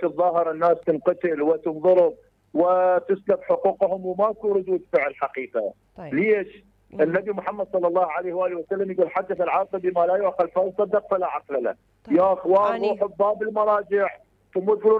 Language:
Mesopotamian Arabic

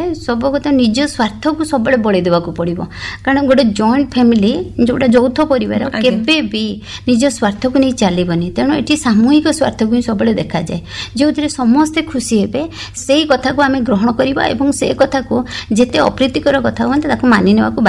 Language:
Odia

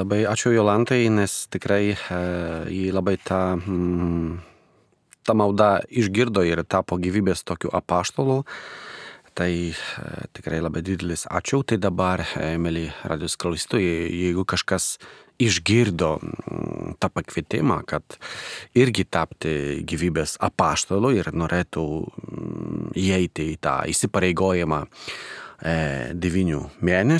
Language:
Lithuanian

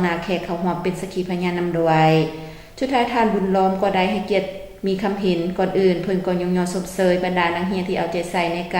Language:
Lao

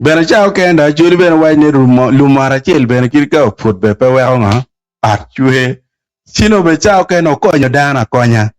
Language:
Acoli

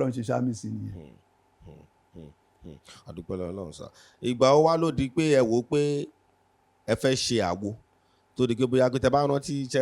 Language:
Yoruba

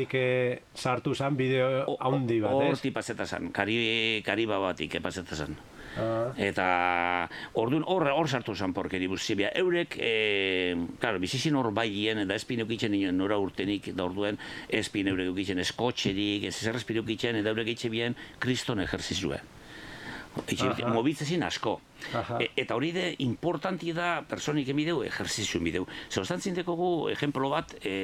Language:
Basque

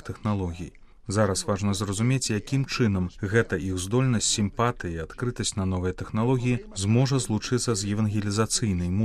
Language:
Belarusian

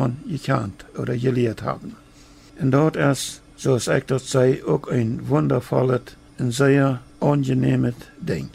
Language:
Plautdietsch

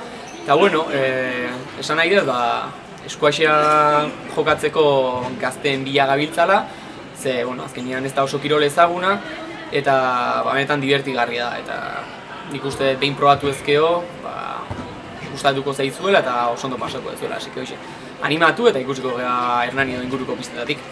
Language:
Basque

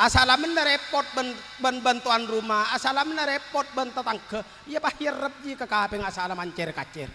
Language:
Madurese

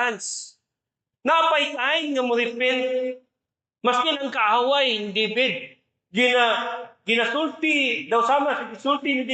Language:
Cebuano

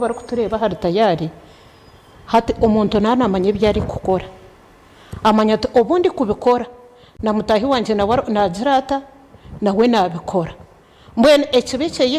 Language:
Nyankole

